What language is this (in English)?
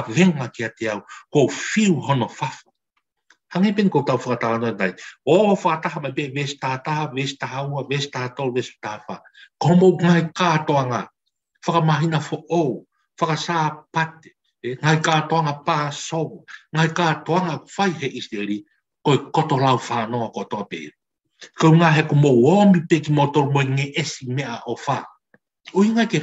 Tongan